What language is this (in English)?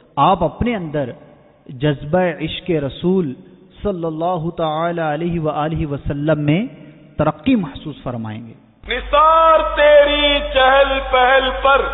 Urdu